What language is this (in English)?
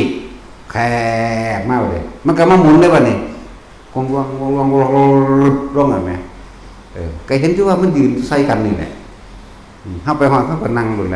Northeastern Thai